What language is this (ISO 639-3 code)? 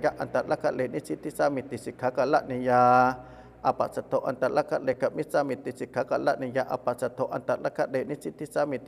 pli